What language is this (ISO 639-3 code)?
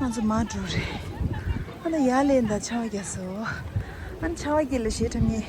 bod